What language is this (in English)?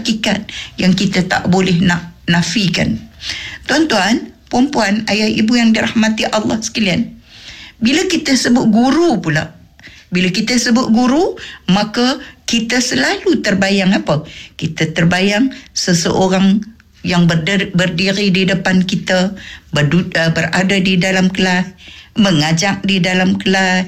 Malay